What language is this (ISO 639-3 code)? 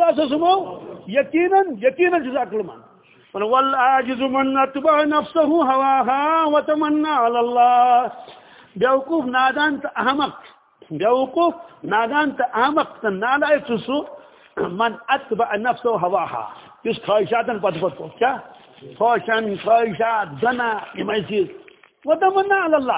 kas